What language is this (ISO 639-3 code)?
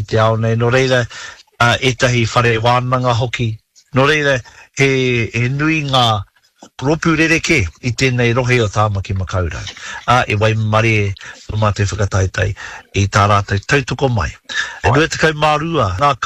mri